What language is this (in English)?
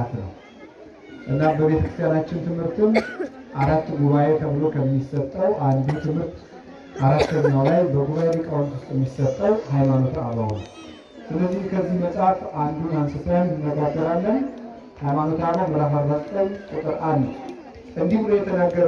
Amharic